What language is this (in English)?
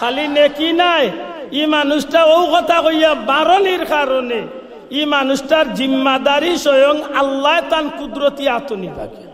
Sylheti